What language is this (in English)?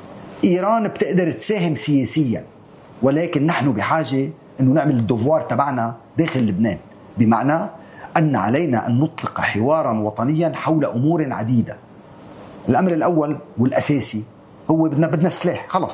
North Levantine Arabic